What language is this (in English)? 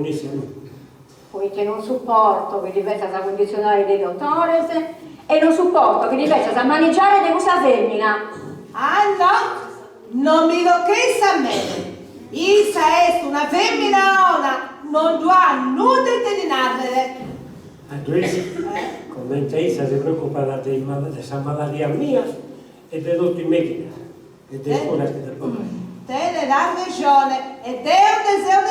Sardinian